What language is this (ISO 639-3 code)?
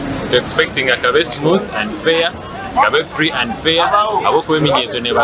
nyn